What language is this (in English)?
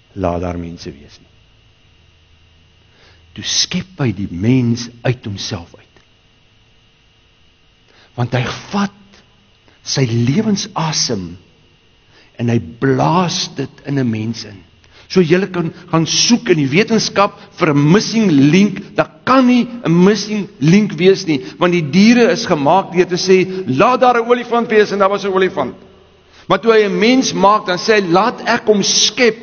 Afrikaans